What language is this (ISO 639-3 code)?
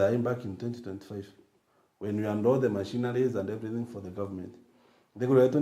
mer